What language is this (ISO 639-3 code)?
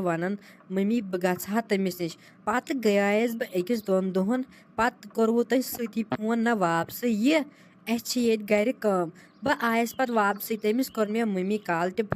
kas